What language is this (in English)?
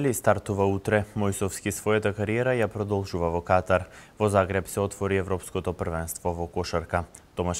Macedonian